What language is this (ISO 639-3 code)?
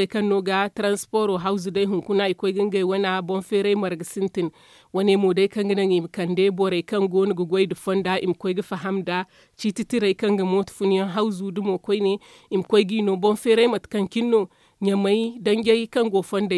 dje